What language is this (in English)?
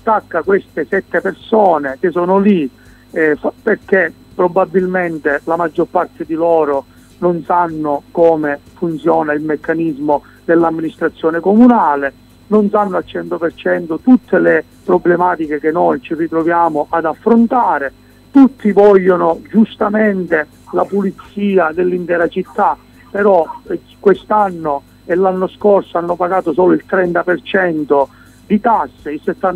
Italian